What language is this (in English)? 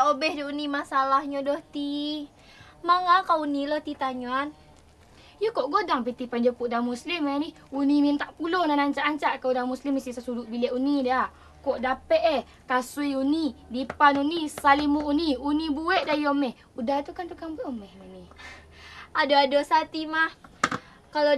Minangkabau